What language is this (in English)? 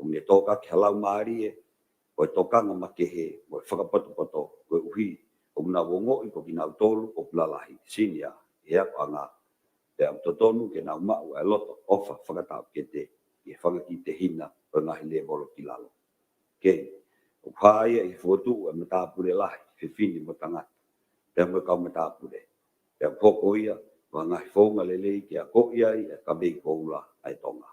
Tongan